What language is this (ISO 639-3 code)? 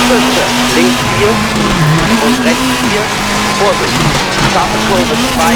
bar